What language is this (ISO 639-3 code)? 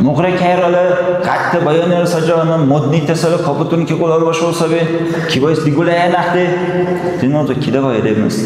dar